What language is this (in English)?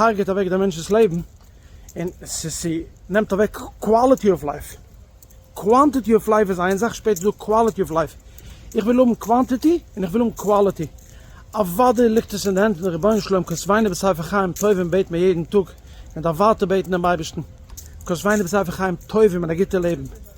Yiddish